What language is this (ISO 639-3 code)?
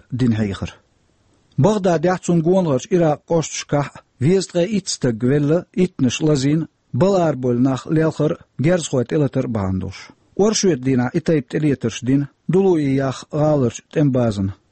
che